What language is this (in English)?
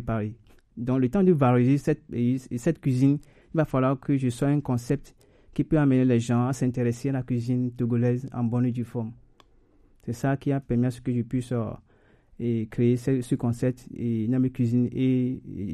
French